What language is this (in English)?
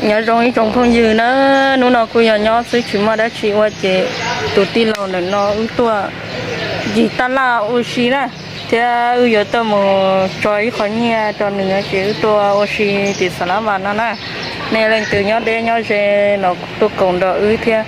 Hmong